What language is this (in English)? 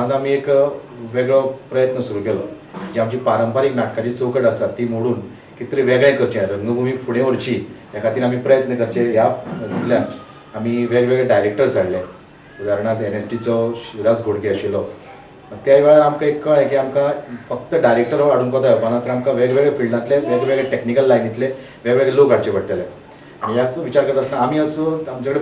Konkani